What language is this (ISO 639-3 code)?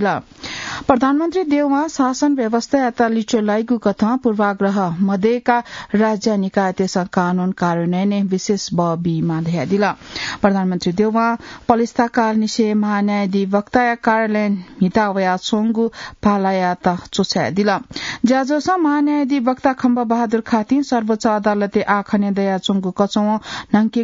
new